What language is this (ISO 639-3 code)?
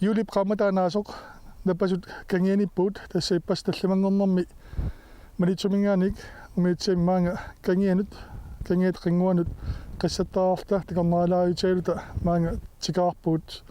kal